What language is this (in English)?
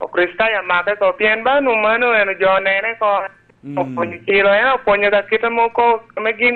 Lango (Uganda)